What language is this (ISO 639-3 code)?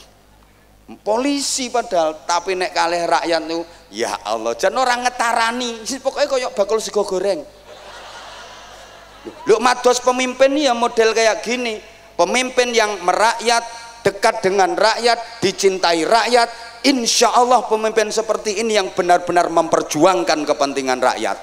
ind